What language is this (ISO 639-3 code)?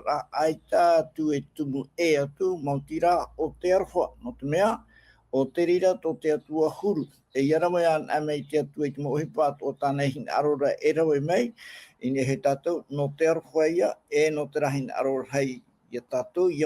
tah